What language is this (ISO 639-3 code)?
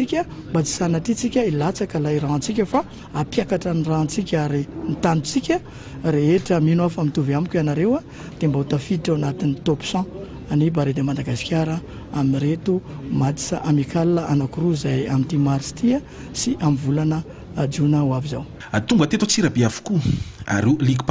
mlg